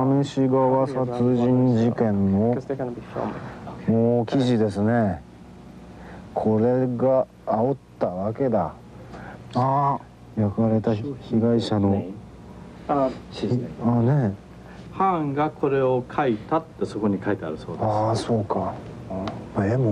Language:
Japanese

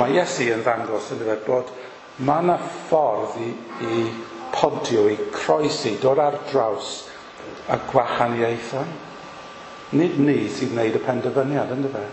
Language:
Welsh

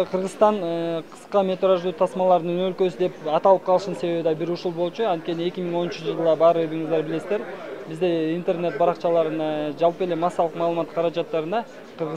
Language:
Kyrgyz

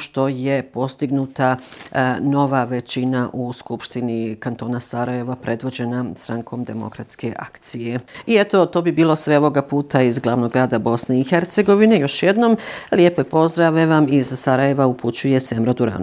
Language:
Bosnian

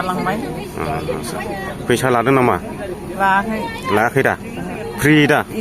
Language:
Bodo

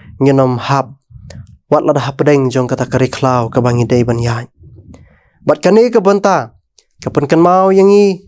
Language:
Khasi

